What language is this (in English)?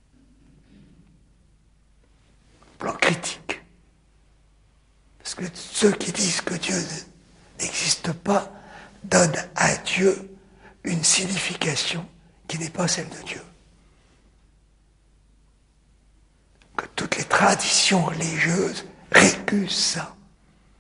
French